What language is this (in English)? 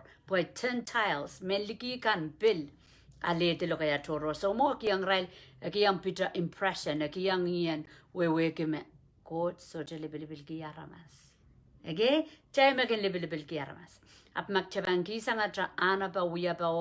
Pohnpeian